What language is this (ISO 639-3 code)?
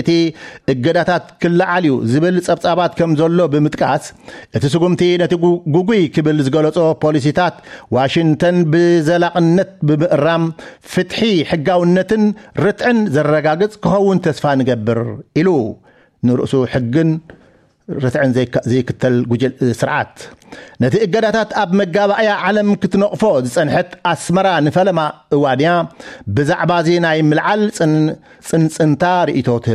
tir